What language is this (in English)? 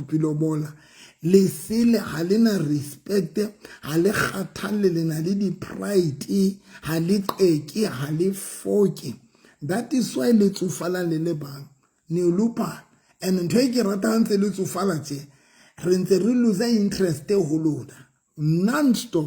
Southern Sotho